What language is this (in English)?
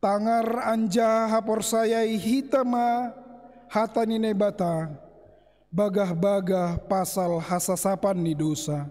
Batak Simalungun